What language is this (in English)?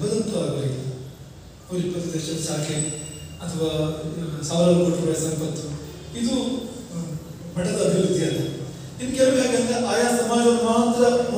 Kannada